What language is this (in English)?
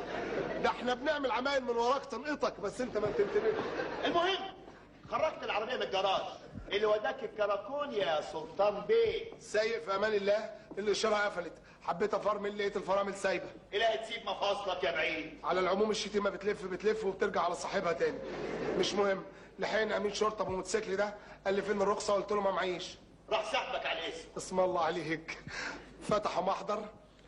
Egyptian Arabic